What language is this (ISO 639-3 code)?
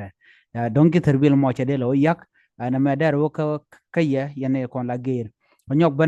nus